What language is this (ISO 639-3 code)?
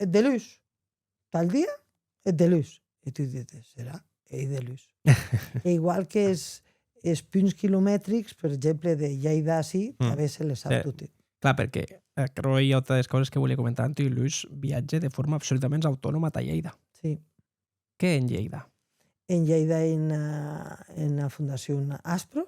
oci